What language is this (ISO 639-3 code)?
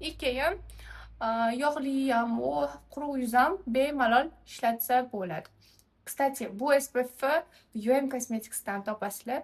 uzb